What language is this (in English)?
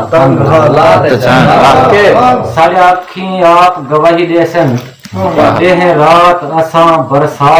Saraiki